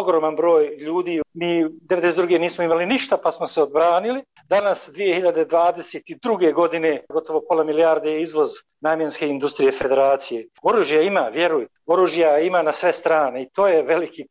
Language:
Bosnian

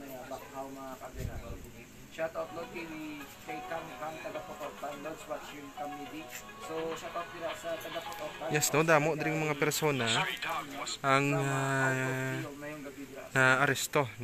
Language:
Hiligaynon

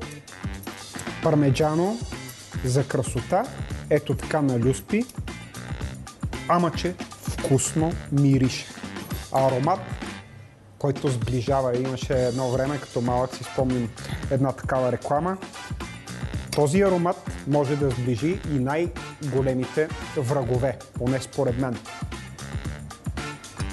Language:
Bulgarian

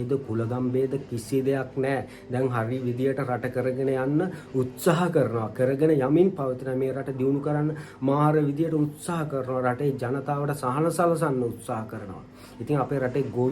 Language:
Sinhala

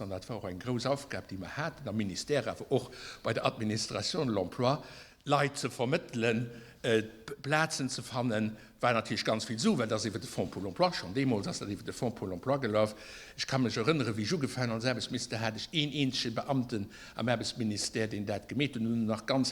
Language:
Luxembourgish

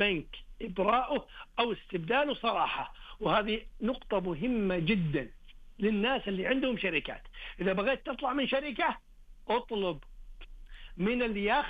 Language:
Najdi Arabic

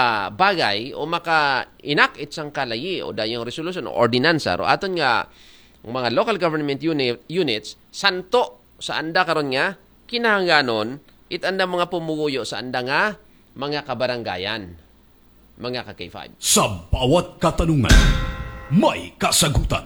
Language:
Aklanon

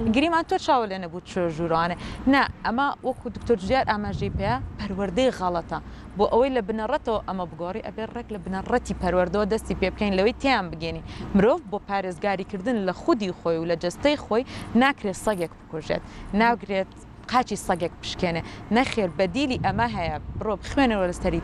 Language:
Central Kurdish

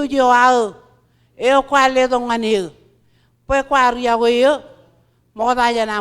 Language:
Marshallese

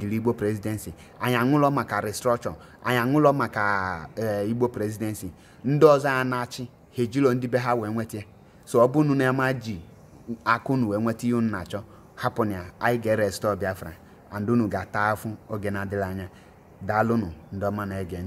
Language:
Igbo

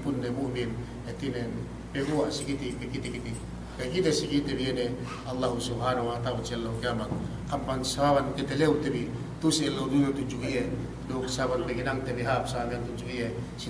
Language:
Yakan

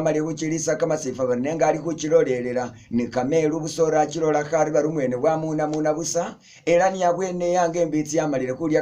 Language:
Masaaba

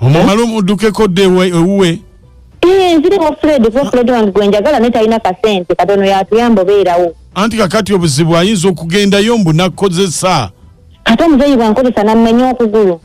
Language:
Ganda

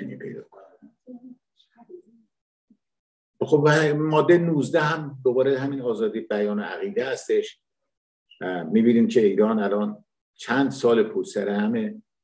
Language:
Persian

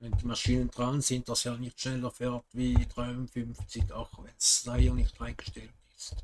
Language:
Swiss German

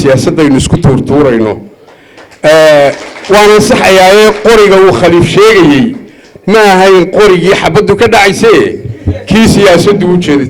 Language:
Somali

